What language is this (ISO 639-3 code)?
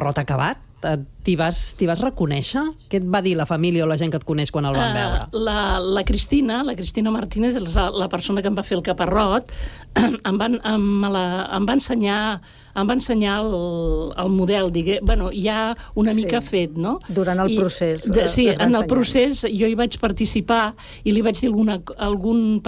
cat